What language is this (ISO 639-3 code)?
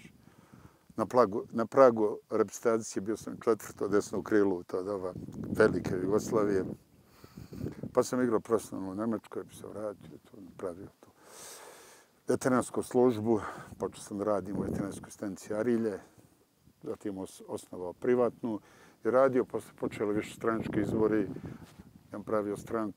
srp